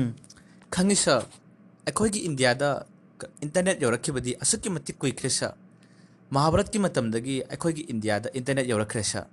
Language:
Manipuri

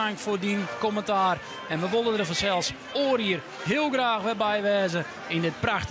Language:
Western Frisian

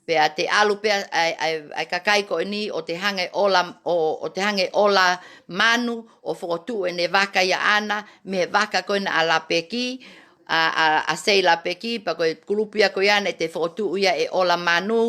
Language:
Tongan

